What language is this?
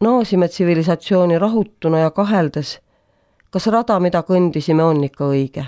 Estonian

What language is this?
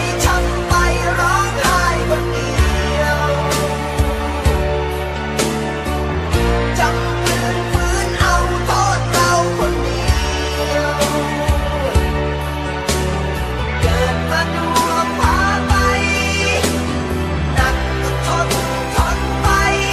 Thai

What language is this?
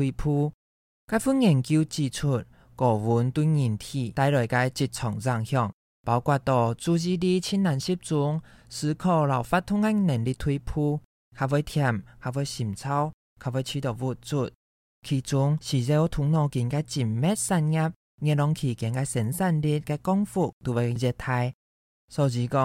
Hakka Chinese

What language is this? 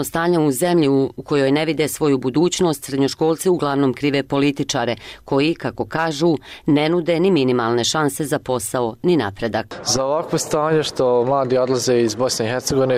Bosnian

